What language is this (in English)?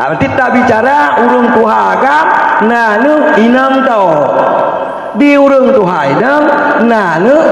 Achinese